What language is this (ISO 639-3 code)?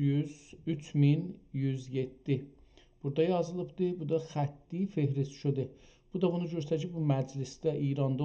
azb